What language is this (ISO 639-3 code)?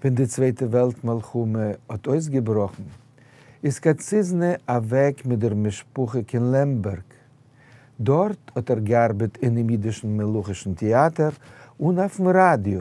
yid